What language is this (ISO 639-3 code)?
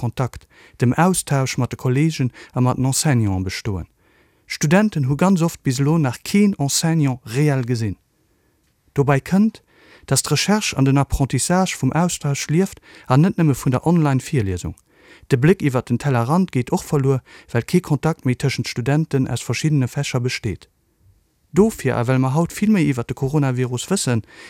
ltz